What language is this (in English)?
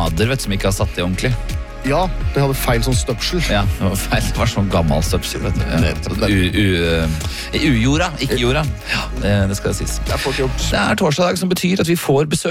Norwegian